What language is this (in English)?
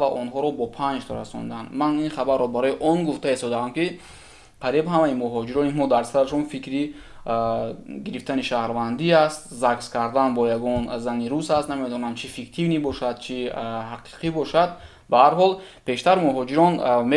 Tajik